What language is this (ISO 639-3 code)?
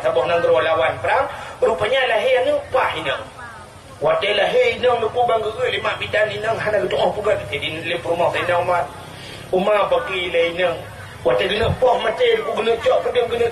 ace